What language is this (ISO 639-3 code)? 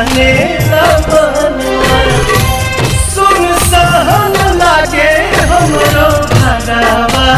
bho